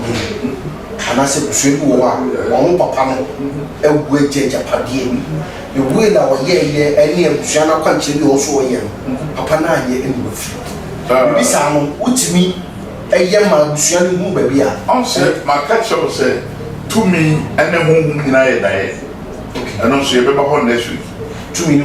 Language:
Akan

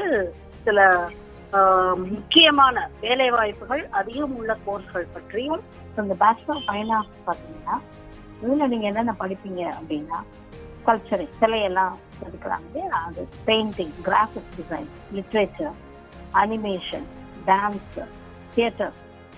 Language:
Tamil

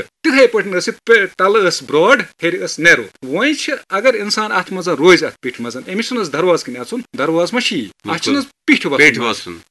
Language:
Kashmiri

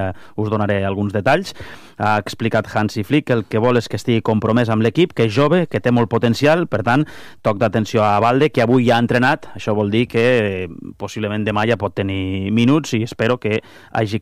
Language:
Catalan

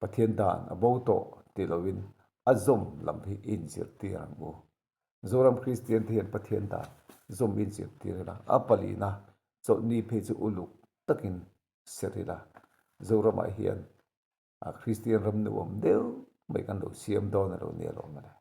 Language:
Mizo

